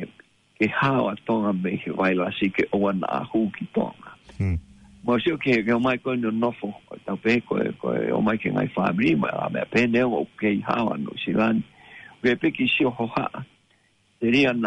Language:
Tongan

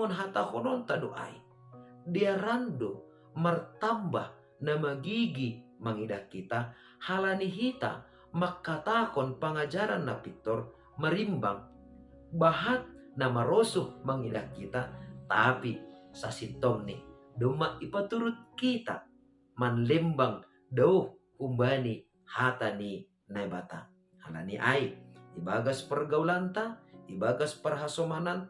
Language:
Batak Simalungun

